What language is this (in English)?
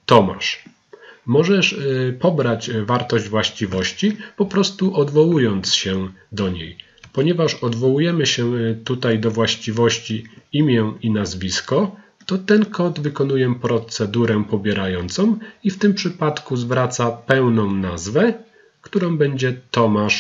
Polish